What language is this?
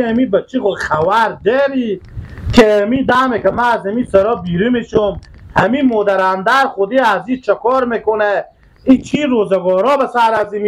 Persian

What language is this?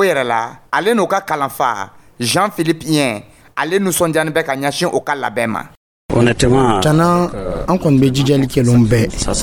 Dyula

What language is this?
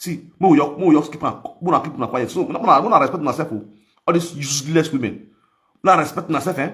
Nigerian Pidgin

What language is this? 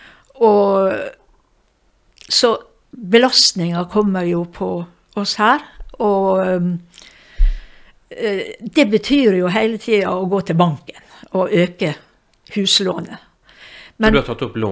Norwegian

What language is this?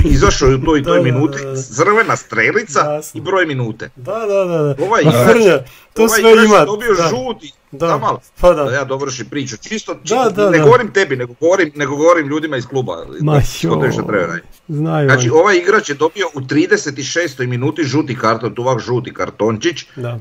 Croatian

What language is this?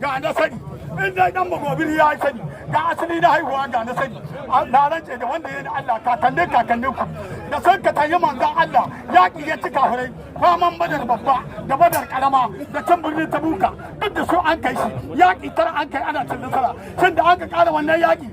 Hausa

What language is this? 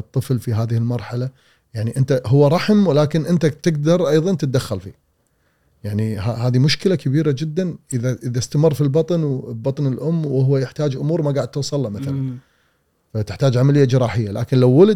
Gulf Arabic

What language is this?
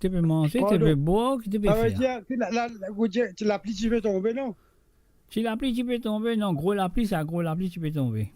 Morisyen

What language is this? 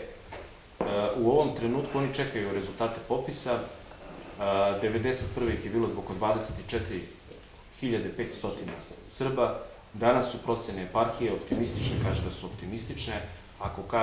Serbian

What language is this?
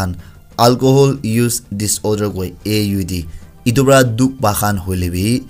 Naga Pidgin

